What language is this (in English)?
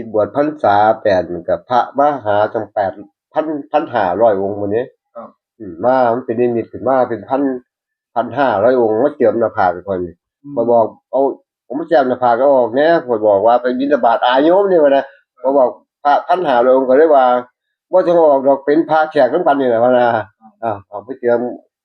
Northeastern Thai